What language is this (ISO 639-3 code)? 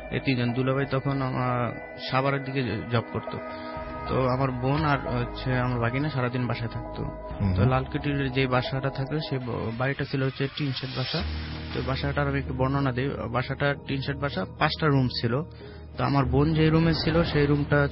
ben